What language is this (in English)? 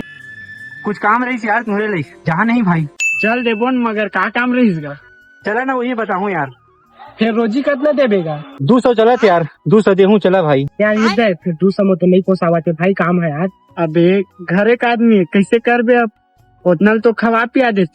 Chhattisgarhi